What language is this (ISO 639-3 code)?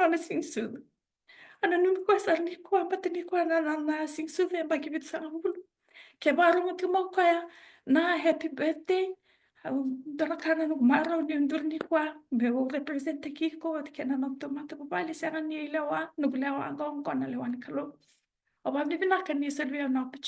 fij